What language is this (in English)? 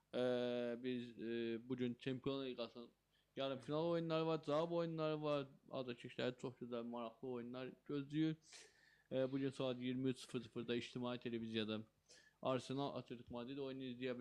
Azerbaijani